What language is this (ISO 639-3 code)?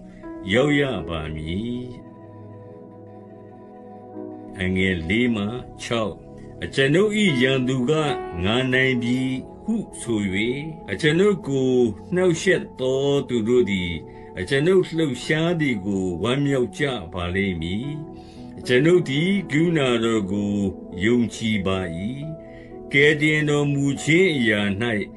mya